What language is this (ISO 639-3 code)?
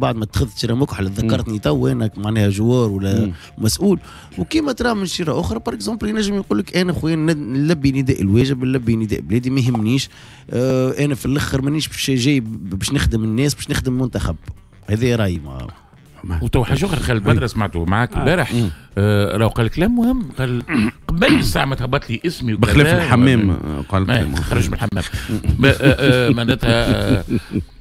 aeb